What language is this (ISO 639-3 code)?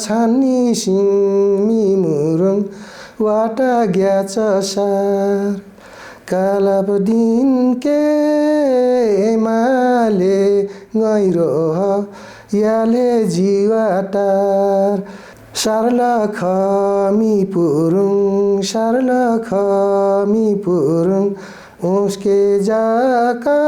nep